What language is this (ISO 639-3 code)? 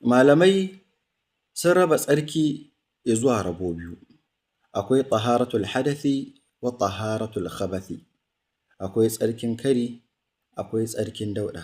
hau